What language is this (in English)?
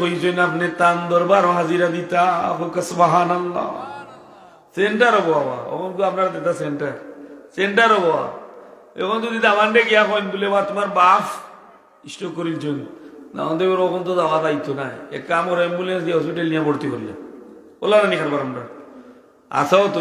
Sylheti